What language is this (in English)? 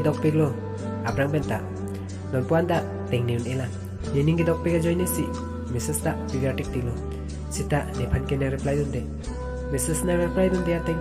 Karbi